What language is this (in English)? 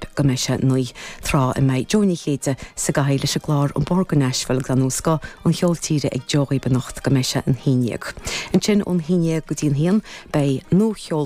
Irish